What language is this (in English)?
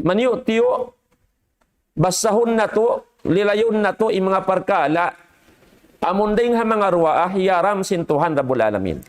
Tausug